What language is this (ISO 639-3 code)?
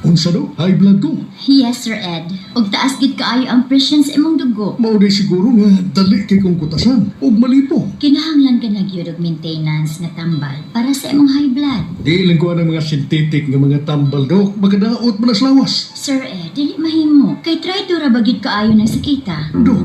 ceb